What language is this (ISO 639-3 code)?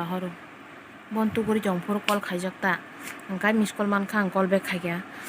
trp